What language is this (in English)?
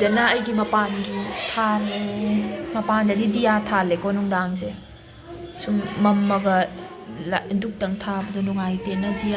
Manipuri